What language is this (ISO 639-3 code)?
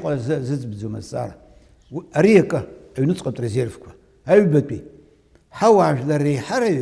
abk